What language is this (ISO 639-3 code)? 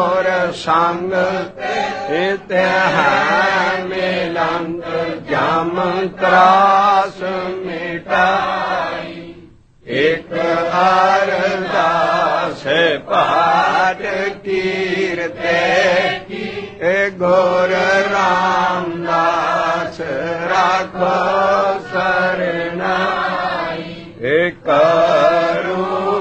pan